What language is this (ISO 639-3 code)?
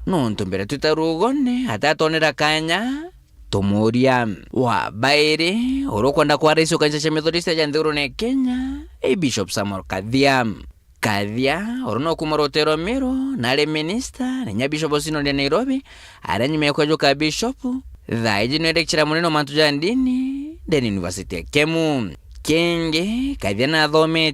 mer